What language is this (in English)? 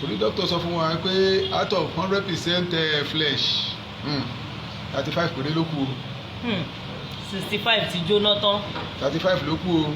Yoruba